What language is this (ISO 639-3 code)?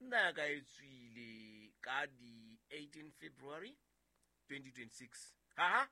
sot